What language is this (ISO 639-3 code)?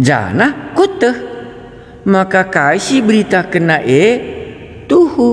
btx